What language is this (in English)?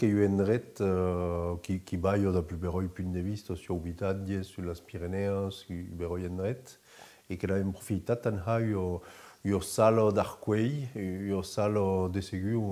Occitan